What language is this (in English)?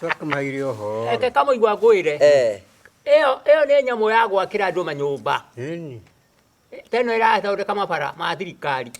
Kikuyu